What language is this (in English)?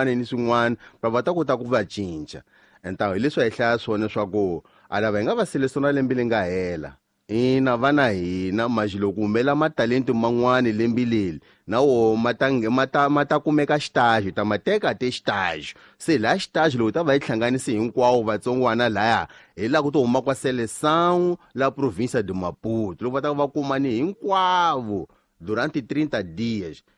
Tsonga